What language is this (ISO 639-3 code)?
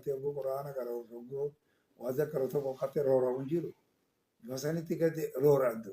orm